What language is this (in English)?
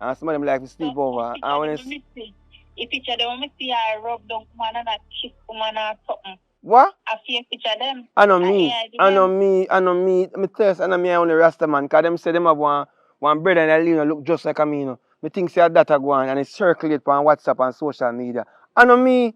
Jamaican Creole English